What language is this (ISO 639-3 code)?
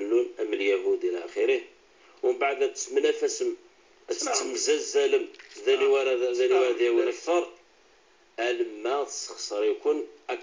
kab